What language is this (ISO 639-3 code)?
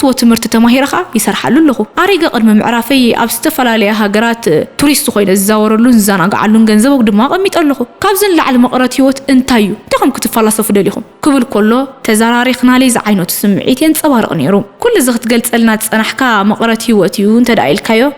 tir